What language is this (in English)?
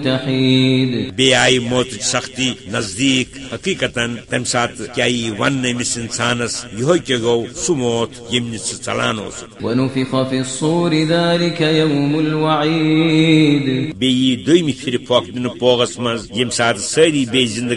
Kashmiri